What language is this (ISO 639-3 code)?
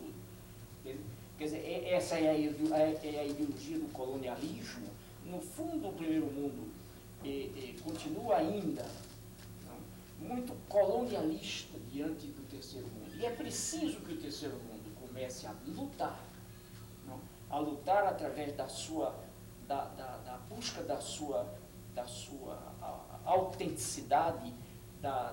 por